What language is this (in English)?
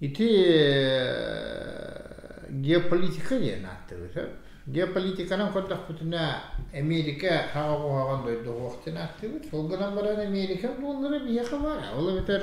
Yakut